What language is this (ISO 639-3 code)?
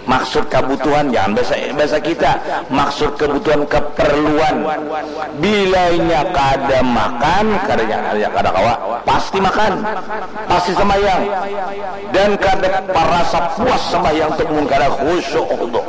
bjn